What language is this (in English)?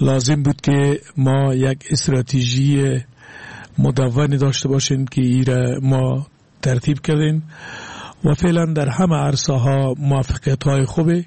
Persian